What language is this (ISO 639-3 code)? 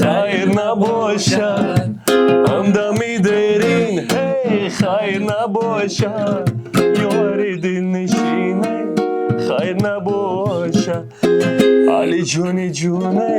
tgk